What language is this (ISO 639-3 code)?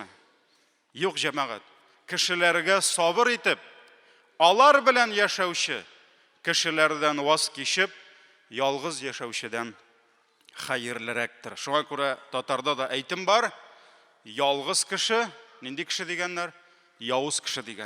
tat